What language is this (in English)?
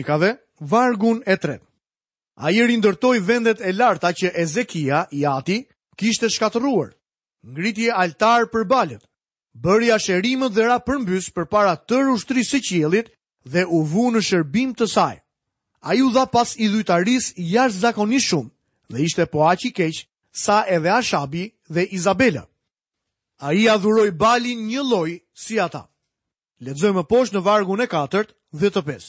Albanian